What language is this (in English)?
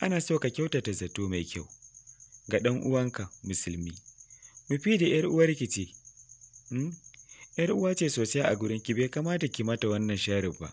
Hausa